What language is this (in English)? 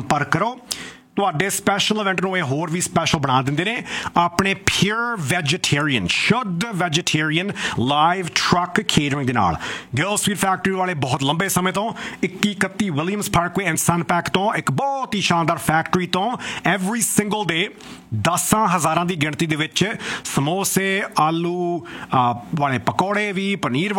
Punjabi